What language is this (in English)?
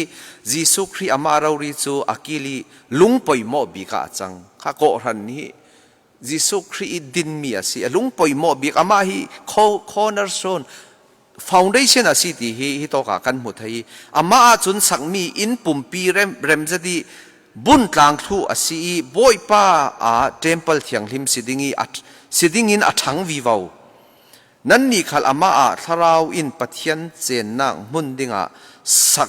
Falam Chin